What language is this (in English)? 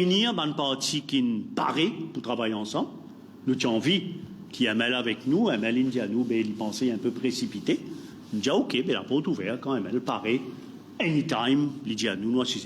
Morisyen